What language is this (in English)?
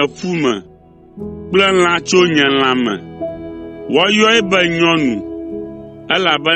Ewe